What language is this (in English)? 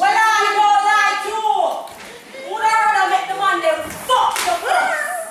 Jamaican Creole English